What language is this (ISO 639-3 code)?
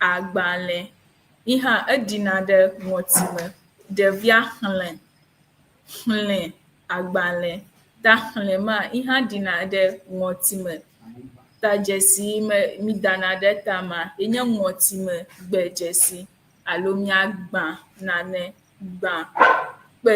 ewe